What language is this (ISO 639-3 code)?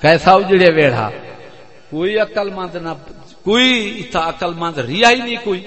skr